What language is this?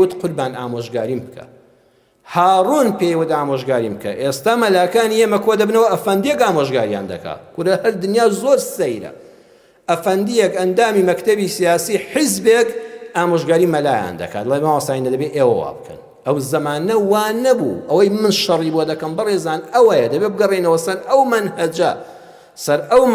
Central Kurdish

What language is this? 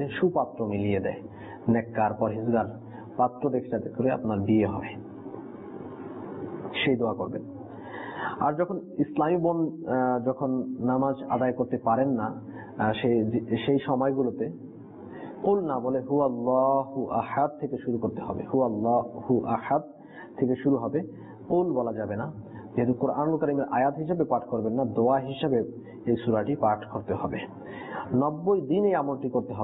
Bangla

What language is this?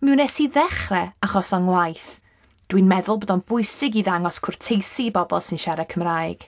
Welsh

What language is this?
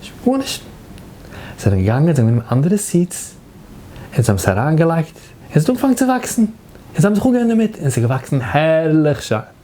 Yiddish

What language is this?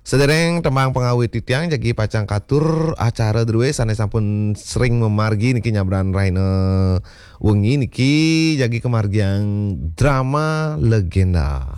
Balinese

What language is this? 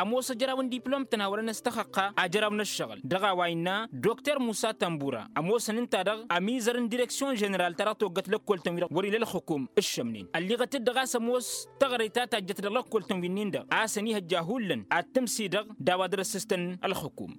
Tamasheq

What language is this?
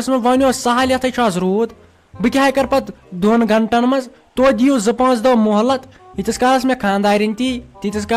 Kashmiri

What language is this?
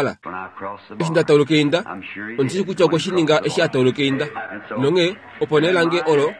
Kuanyama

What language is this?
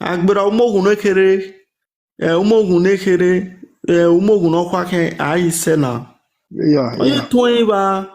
Nigerian Pidgin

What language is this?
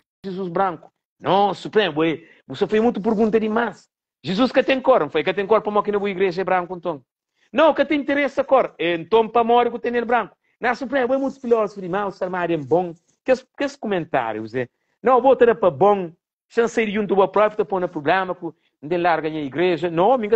Kabuverdianu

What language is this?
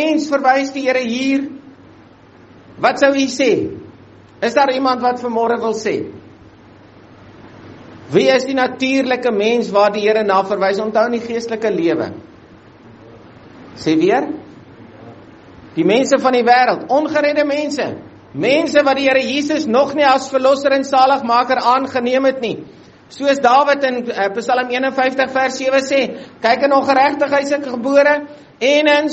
Afrikaans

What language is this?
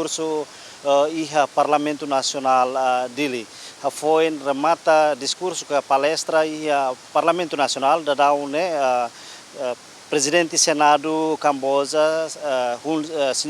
Tetum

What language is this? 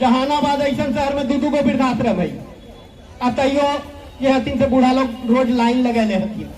Magahi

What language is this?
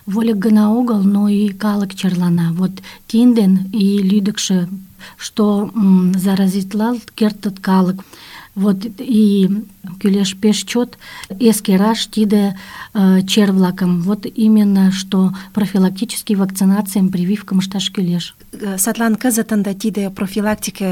Mari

